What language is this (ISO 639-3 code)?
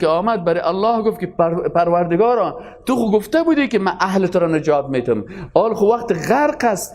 fas